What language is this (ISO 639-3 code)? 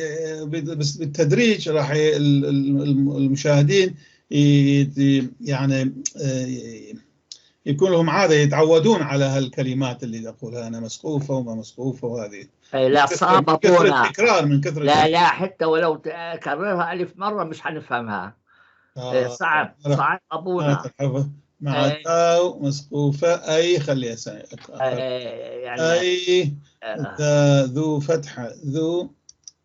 apc